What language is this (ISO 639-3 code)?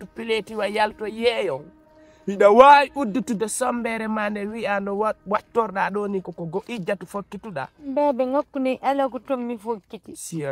ful